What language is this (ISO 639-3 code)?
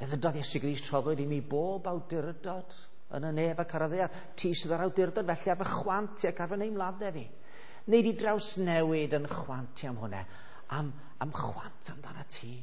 cym